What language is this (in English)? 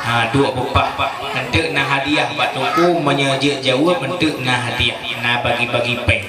Achinese